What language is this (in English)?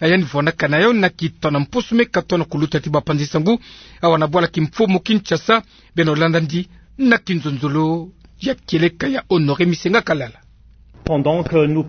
Kituba (Democratic Republic of Congo)